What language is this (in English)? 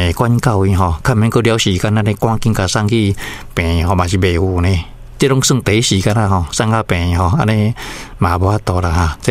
Min Nan Chinese